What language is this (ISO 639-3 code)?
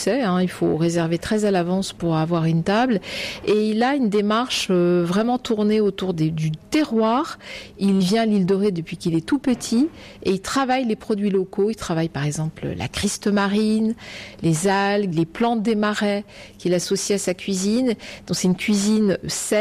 fra